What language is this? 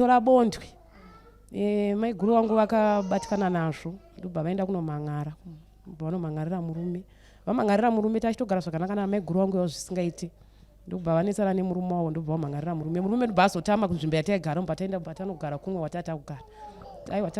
Shona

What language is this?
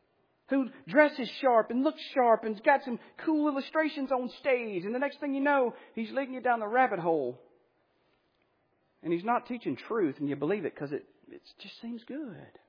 English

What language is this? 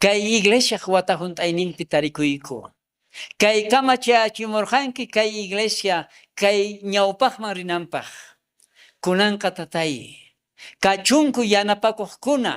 South Bolivian Quechua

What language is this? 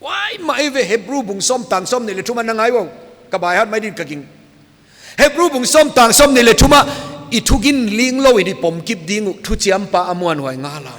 Paite Chin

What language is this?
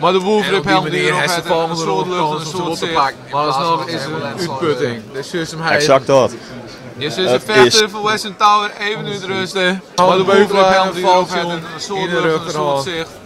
Western Frisian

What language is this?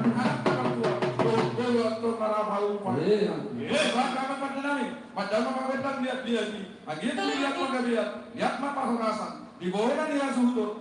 Batak Toba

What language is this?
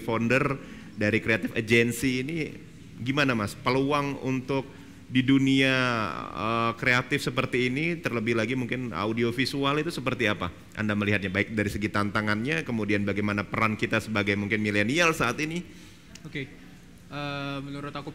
Indonesian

